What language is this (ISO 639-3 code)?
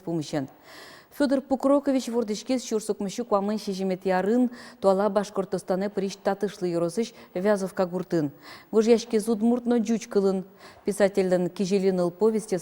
udm